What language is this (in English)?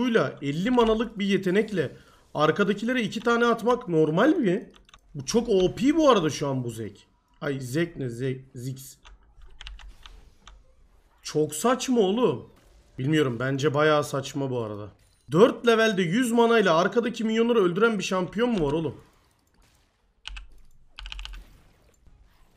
Turkish